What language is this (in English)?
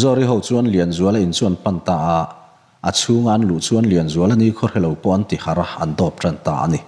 Mizo